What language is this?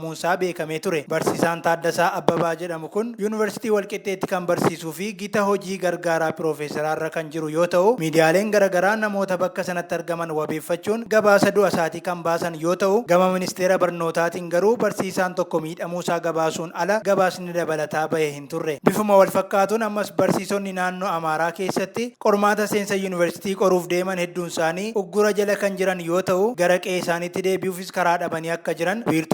Oromo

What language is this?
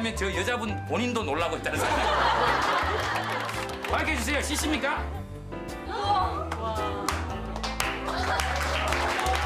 Korean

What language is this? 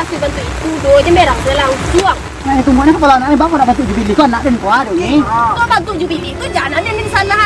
Minangkabau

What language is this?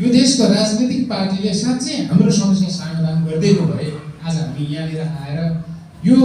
Nepali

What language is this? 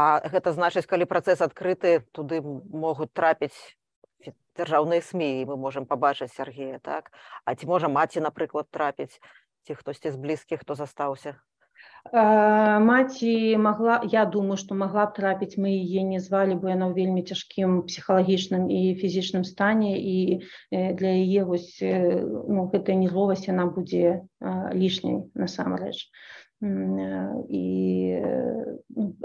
Belarusian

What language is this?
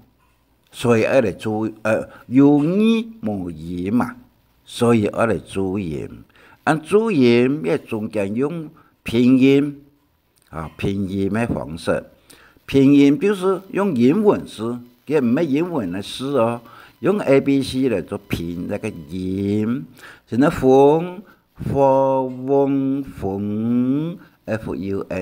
Hakka Chinese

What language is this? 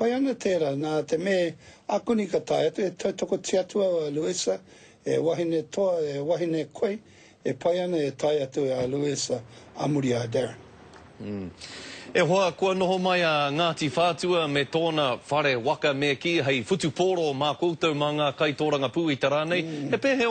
Māori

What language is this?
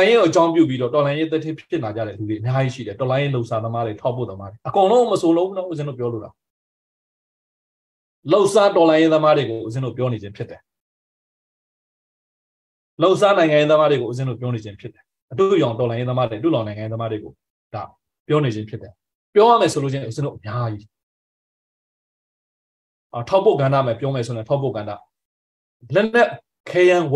Burmese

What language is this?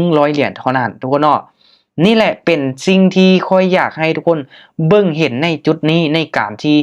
Lao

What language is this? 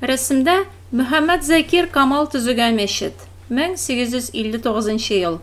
Tatar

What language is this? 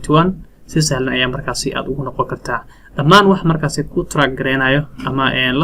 Somali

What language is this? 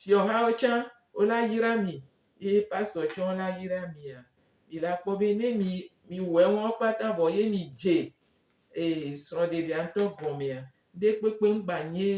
Gen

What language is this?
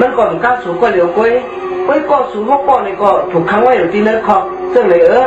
Shan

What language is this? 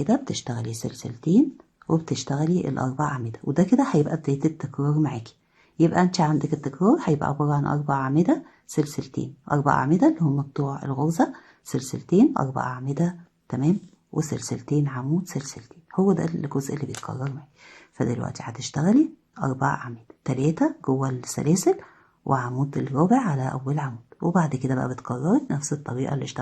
Egyptian Arabic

